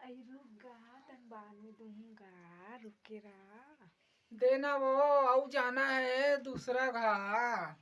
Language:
Chhattisgarhi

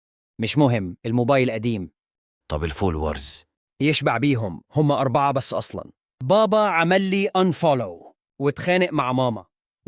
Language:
Egyptian Arabic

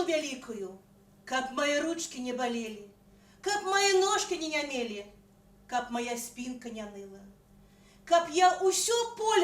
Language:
Belarusian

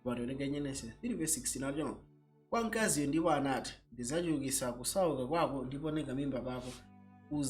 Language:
Nyanja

